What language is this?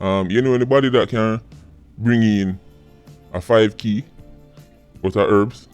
Jamaican Creole English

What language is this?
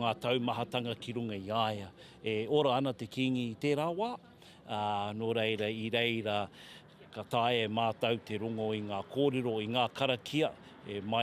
Māori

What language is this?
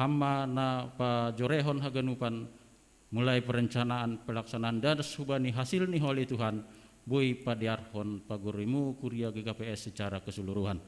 Batak Simalungun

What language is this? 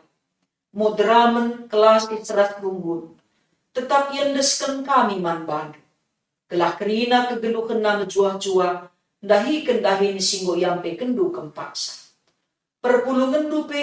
Batak Karo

